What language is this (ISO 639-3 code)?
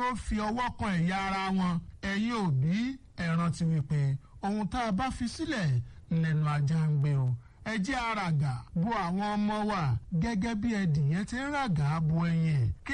yor